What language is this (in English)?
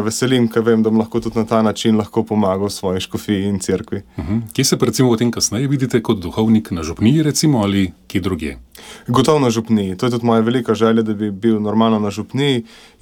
Slovenian